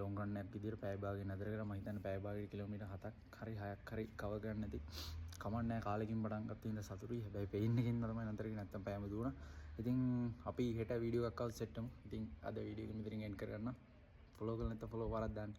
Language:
Sinhala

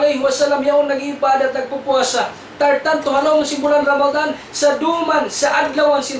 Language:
Tausug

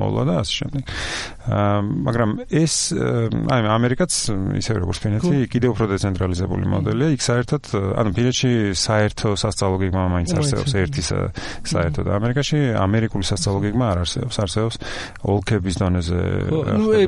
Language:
Georgian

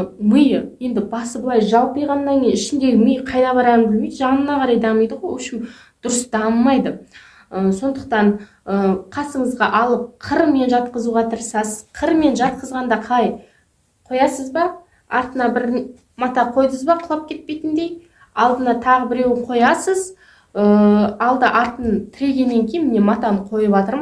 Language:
Kazakh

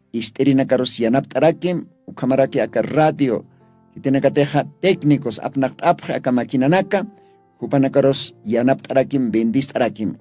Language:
Aymara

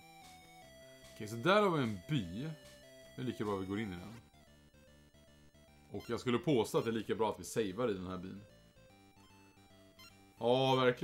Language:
Swedish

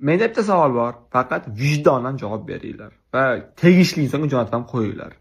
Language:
Uzbek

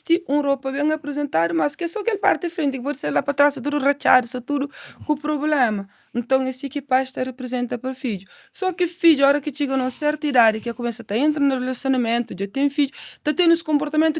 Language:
Kabuverdianu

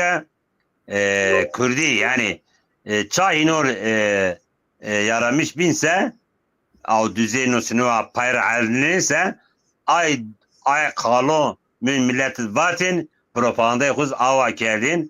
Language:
Zaza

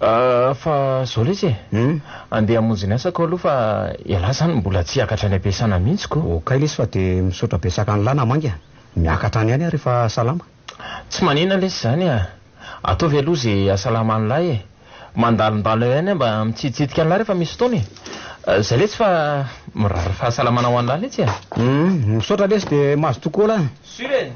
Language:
Malagasy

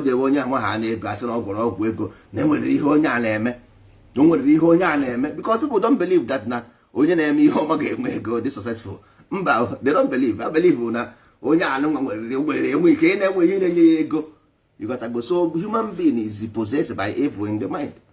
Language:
Igbo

